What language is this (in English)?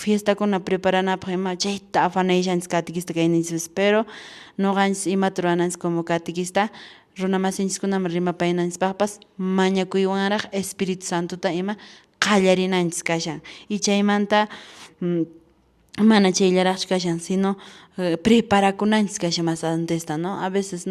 Quechua